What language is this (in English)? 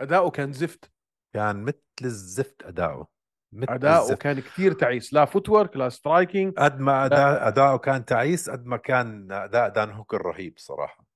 North Levantine Arabic